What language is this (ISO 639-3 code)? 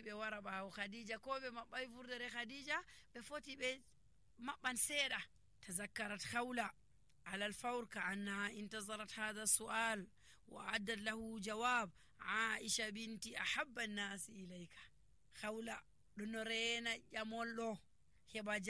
fuv